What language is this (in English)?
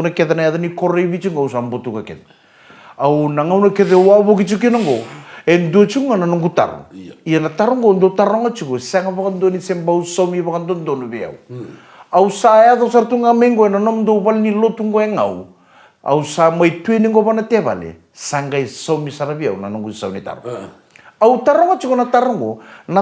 Fijian